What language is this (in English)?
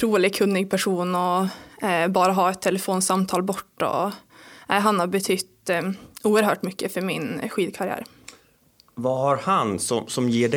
Swedish